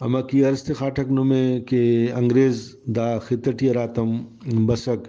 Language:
Brahui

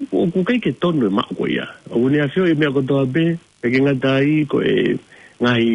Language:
Tongan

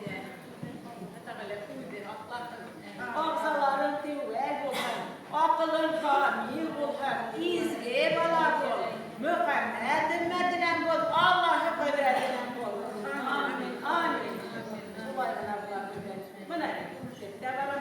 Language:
Bashkir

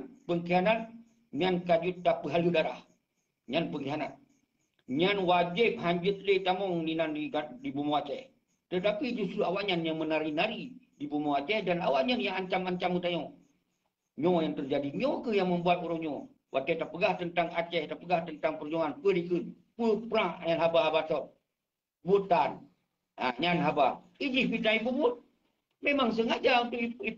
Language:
Achinese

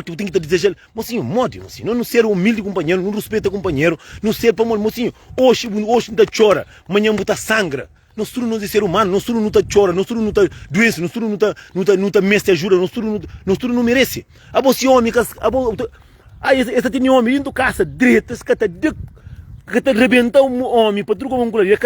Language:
Kabuverdianu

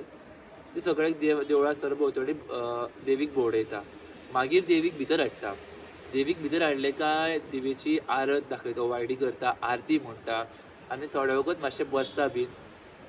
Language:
Konkani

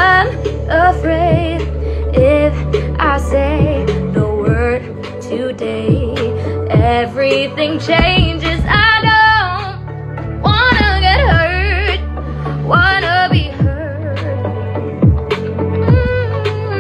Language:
English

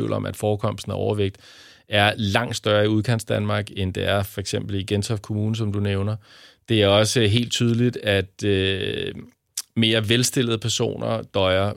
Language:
Danish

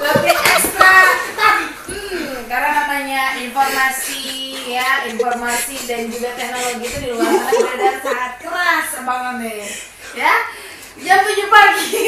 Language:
Betawi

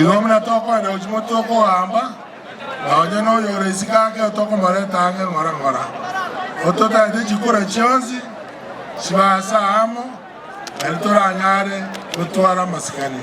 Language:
Gusii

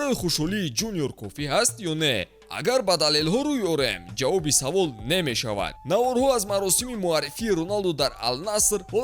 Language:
Tajik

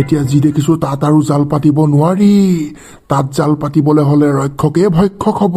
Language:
Assamese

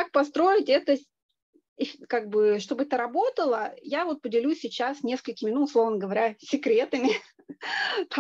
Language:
Russian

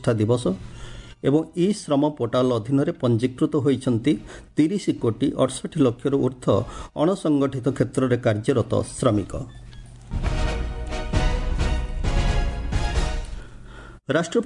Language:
Odia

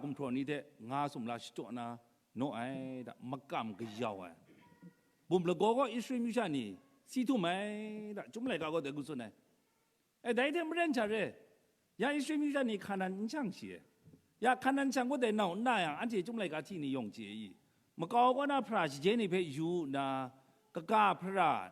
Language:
Kachin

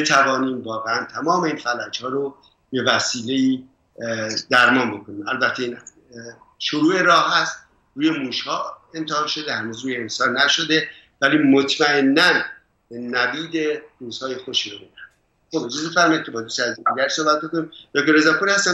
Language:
Persian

